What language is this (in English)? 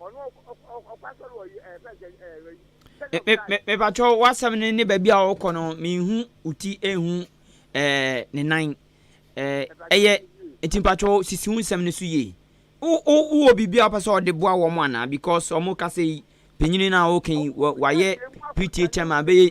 Akan